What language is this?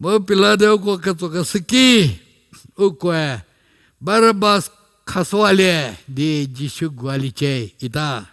Angami Naga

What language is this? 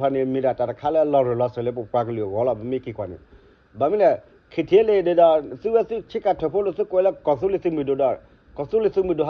S'gaw Karen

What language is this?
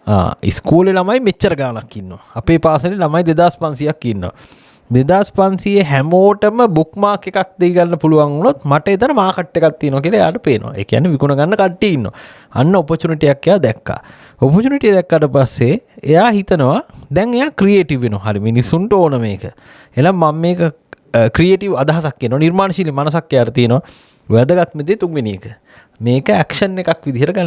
Sinhala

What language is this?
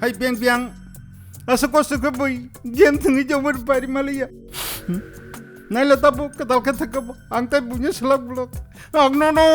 Kok Borok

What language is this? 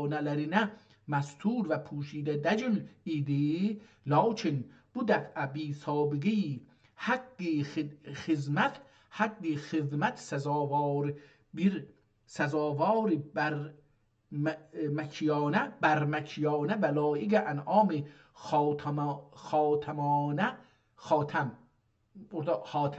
South Azerbaijani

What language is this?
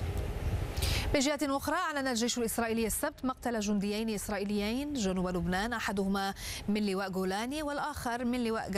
Arabic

